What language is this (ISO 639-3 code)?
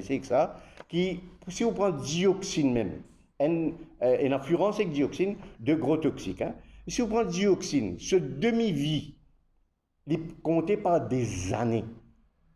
mfe